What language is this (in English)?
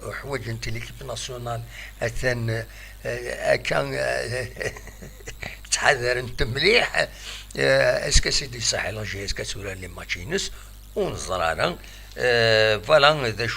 Kabyle